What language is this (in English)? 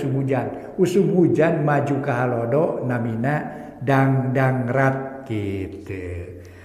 Sundanese